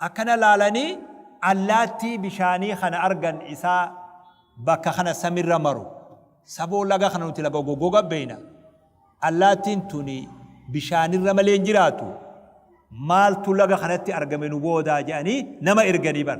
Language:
Oromo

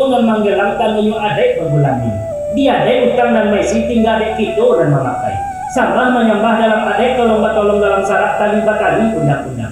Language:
Minangkabau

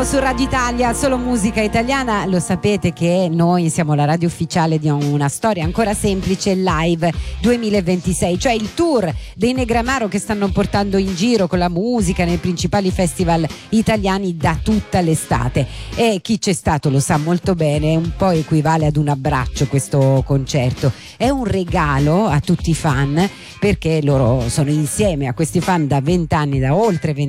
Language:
Italian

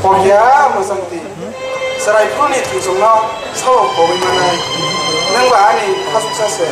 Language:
Kok Borok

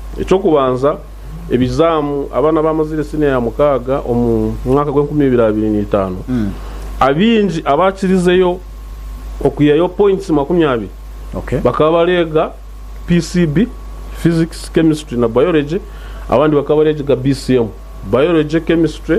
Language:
Nyankole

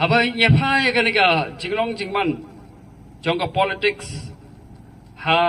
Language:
Khasi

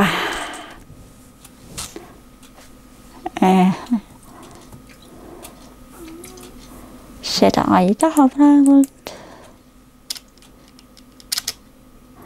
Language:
Estonian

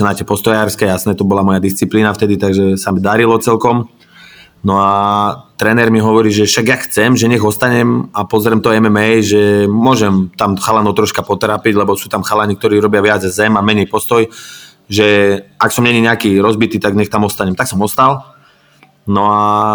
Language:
Slovak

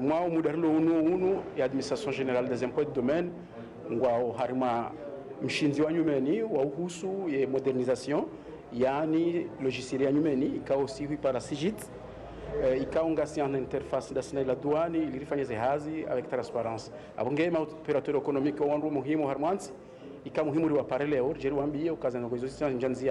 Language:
Ngazidja Comorian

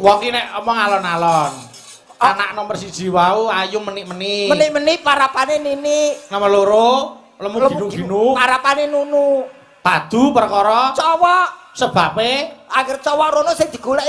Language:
Javanese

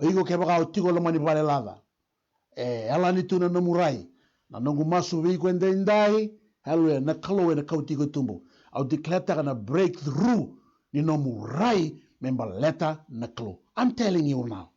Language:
Fijian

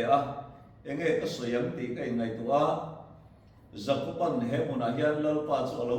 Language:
Mizo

